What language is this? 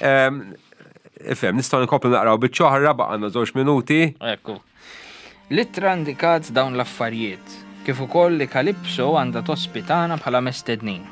Maltese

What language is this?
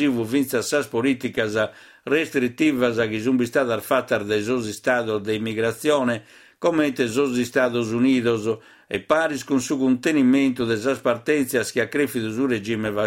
Sardinian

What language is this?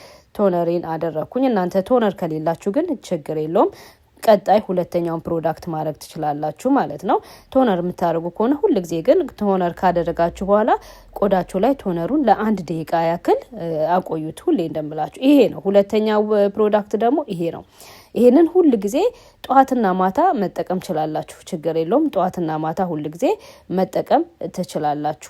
Amharic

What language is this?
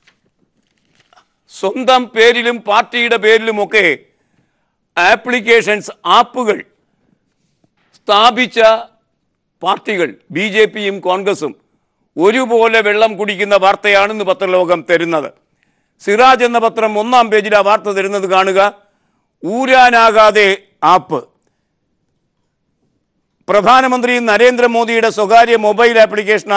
Malayalam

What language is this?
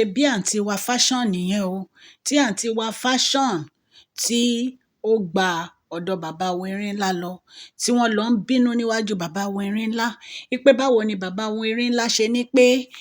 Yoruba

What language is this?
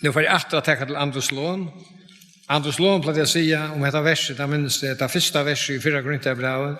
Faroese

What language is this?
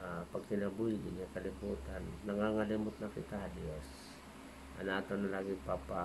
Waray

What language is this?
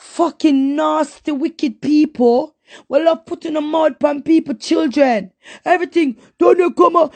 Jamaican Creole English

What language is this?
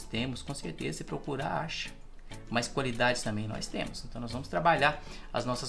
Portuguese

